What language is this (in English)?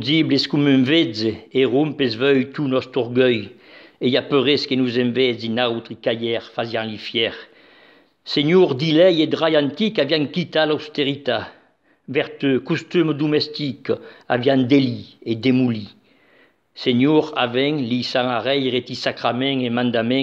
Occitan